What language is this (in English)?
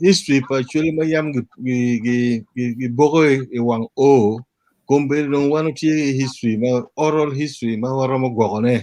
Acoli